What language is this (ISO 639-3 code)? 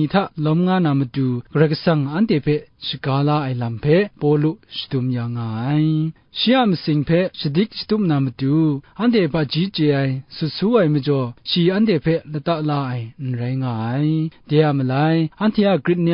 kac